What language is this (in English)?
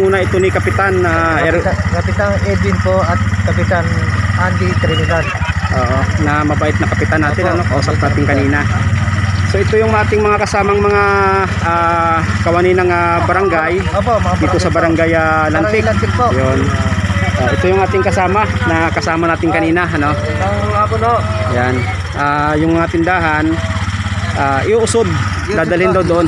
Filipino